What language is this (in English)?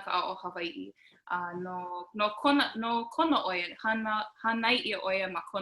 Hawaiian